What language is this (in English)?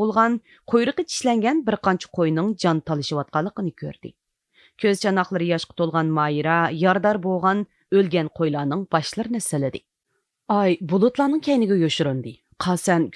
Uyghur